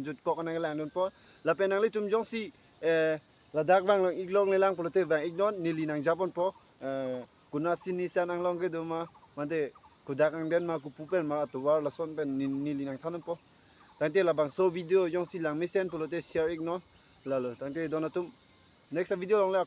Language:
Karbi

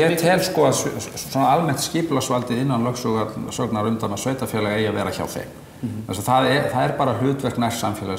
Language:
Icelandic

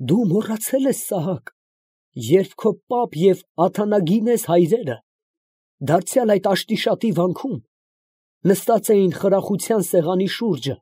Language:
Armenian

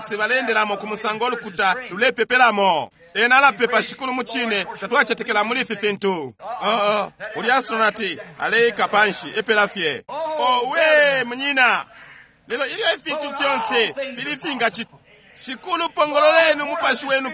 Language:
Bemba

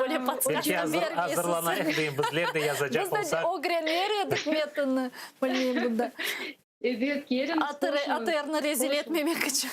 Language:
Crimean Tatar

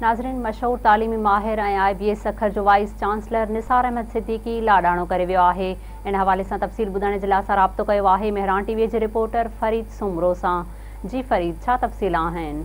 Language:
Sindhi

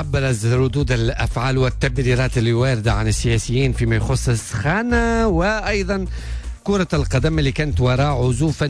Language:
Tunisian Arabic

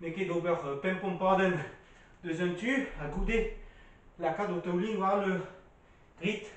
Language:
Breton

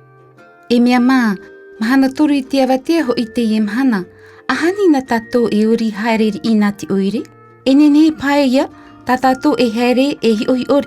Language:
Tahitian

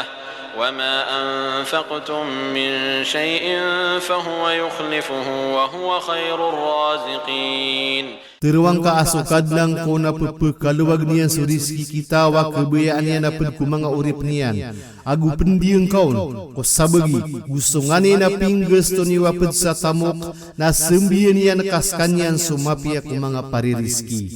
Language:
Maranao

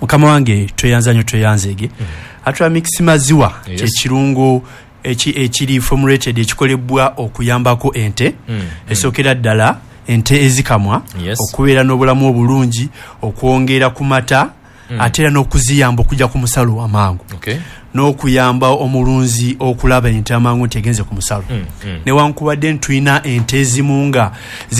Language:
Ganda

